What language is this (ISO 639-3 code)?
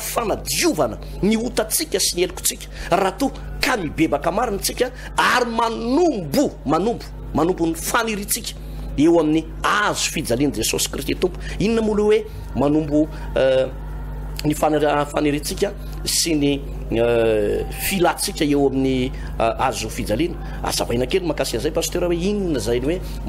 mlg